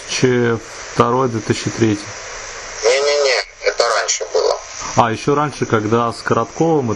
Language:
Russian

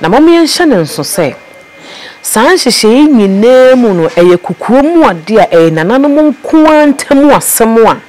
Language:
Akan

